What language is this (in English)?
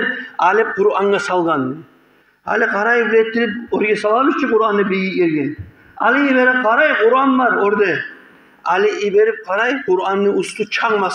Kumyk